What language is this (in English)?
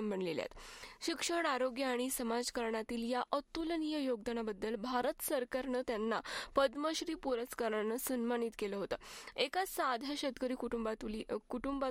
Marathi